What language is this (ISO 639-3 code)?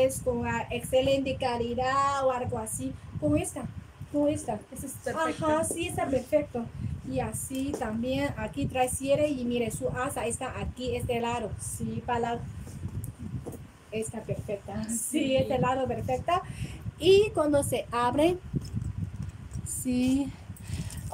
spa